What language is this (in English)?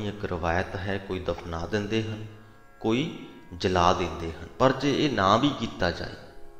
Punjabi